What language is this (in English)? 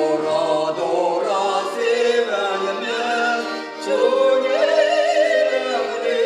Chuvash